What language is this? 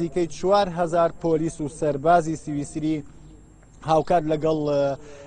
Central Kurdish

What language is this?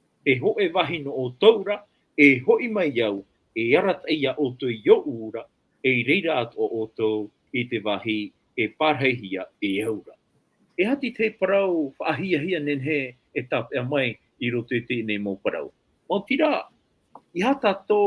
Tahitian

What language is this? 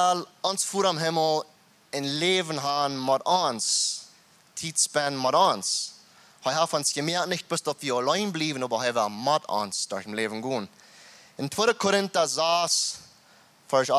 Plautdietsch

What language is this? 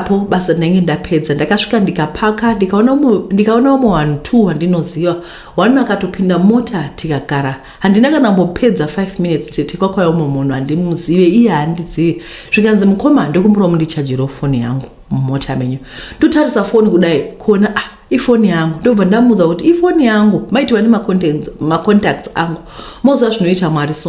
Shona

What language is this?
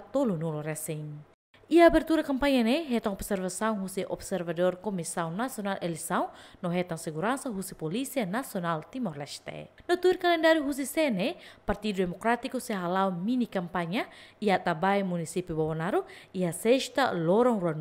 Tetum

